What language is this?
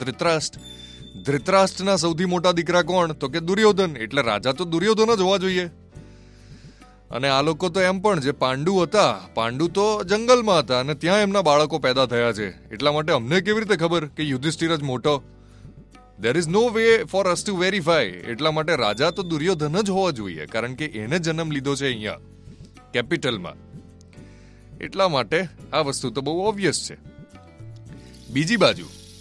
Gujarati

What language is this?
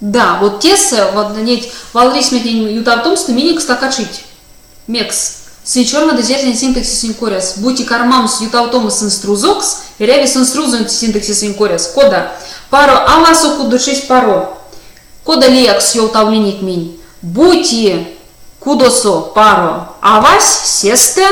Erzya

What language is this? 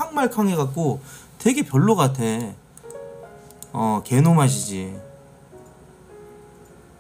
Korean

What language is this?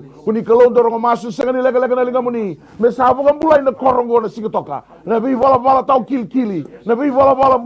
Fijian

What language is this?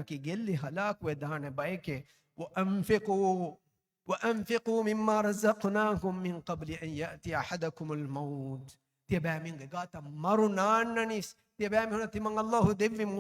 Divehi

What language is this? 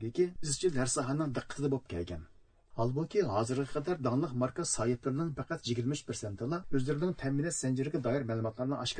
Uyghur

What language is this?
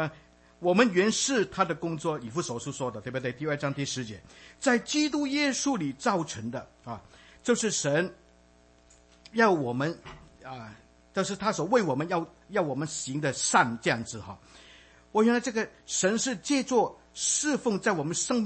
Chinese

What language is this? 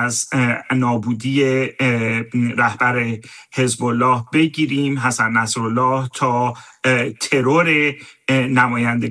Persian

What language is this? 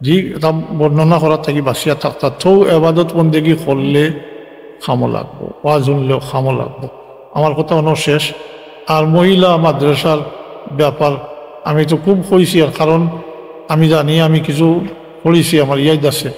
Sylheti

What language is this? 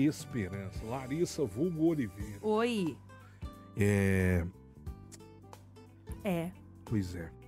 Portuguese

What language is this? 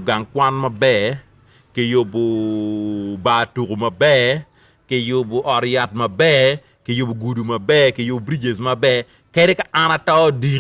Acoli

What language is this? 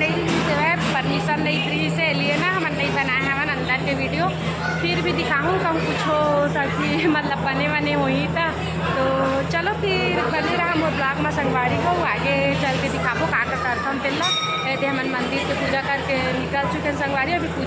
Chhattisgarhi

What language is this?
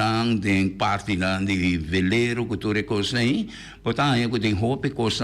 Papiamento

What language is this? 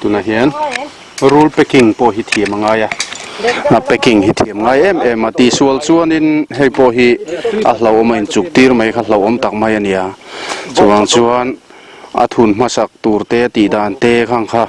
Mizo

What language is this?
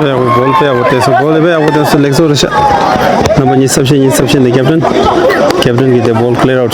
Tibetan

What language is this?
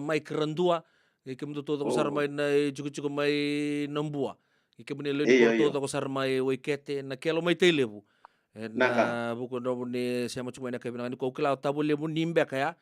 Fijian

